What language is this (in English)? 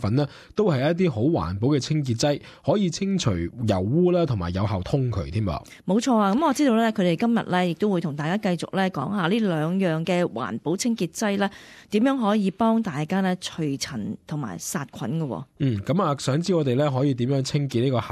Cantonese